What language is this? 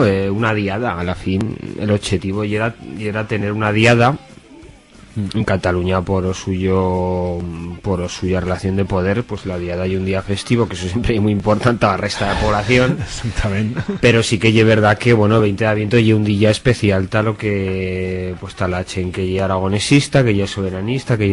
Aragonese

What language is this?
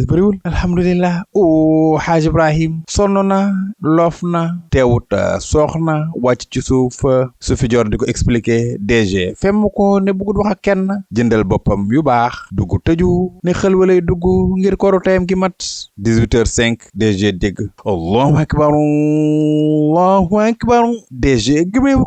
Wolof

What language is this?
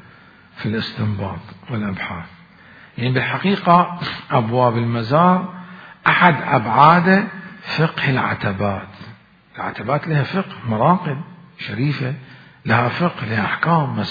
Mesopotamian Arabic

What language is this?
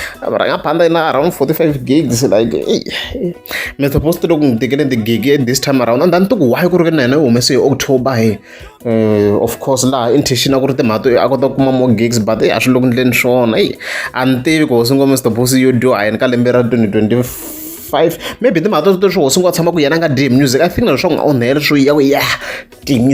Tsonga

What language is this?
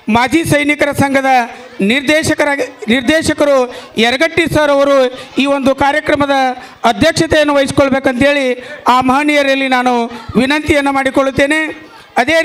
Kannada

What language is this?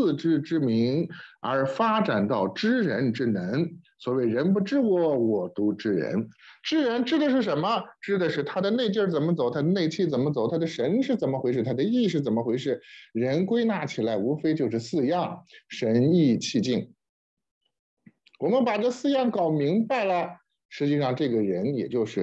Chinese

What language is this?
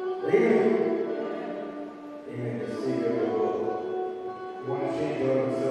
English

